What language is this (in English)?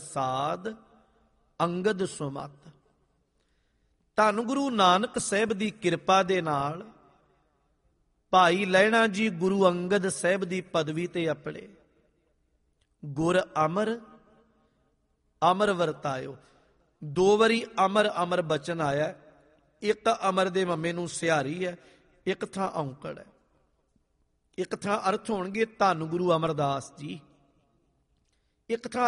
Punjabi